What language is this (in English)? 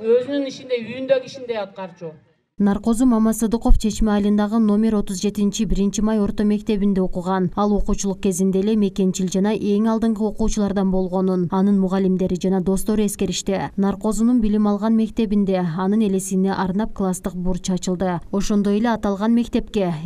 Kyrgyz